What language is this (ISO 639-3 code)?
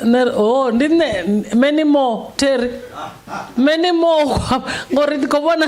ven